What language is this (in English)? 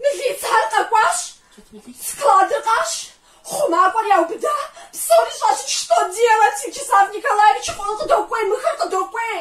Kabardian